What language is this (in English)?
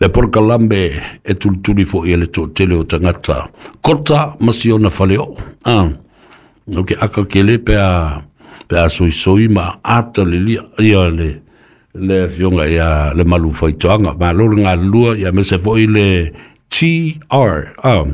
Samoan